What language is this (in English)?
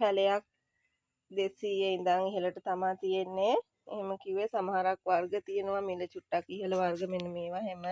Sinhala